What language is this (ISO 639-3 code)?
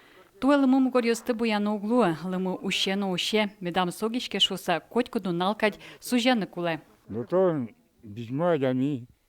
udm